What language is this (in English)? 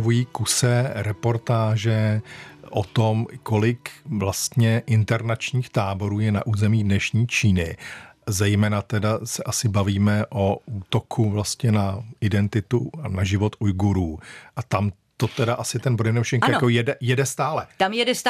Czech